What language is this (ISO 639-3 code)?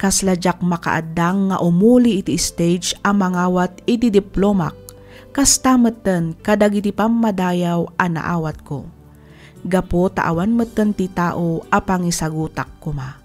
ilo